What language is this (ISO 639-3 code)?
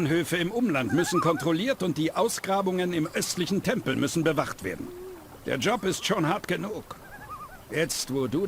bar